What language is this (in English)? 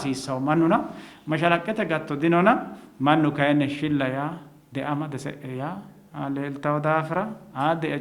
Sidamo